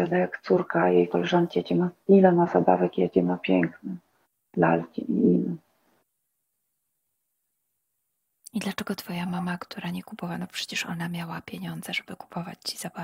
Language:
Polish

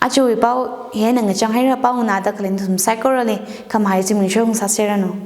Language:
Tangkhul Naga (India)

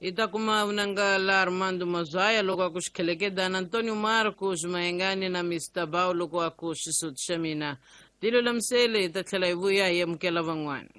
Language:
Tsonga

